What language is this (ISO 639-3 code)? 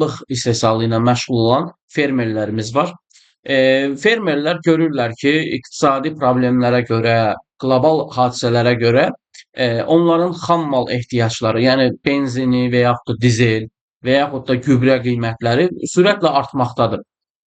aze